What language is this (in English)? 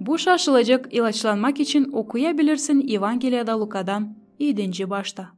Gagauz